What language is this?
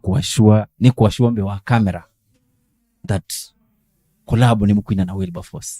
Kamba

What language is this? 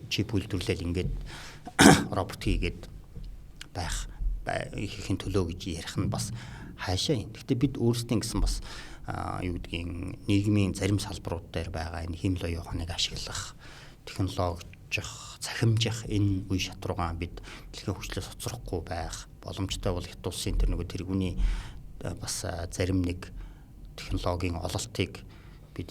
Mongolian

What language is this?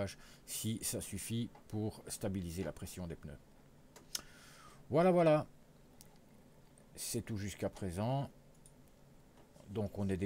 French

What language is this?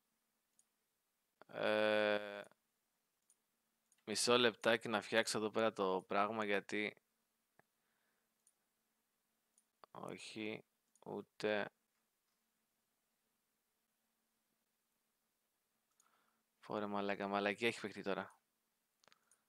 Greek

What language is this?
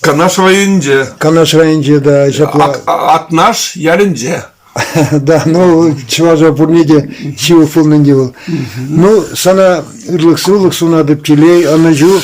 Chuvash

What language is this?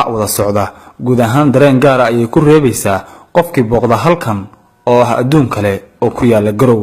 Somali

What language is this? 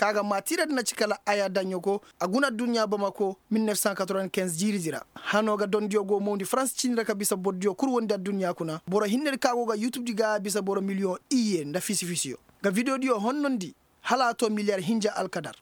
Koyraboro Senni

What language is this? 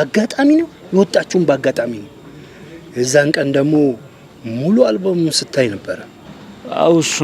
Amharic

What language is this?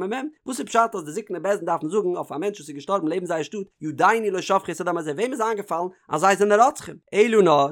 Yiddish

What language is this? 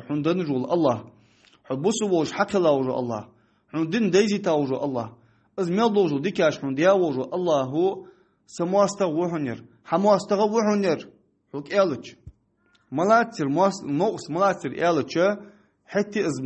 Ingush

